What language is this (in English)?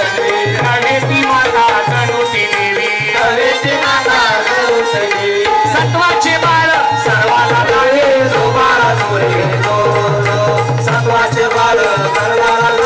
Marathi